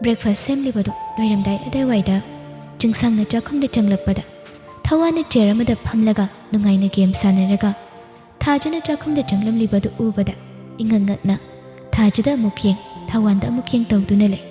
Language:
Manipuri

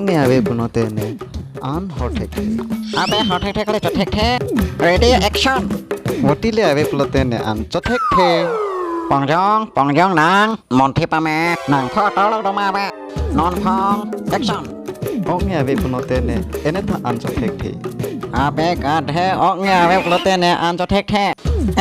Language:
Karbi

